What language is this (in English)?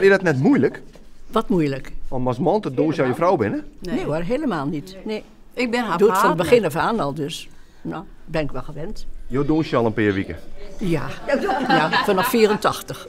Western Frisian